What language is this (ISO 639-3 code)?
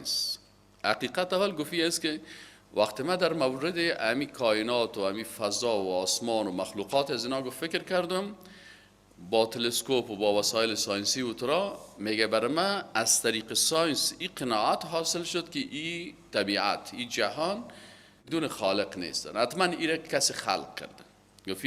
fas